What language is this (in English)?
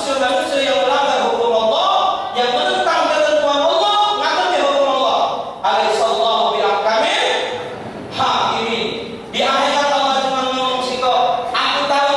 Musi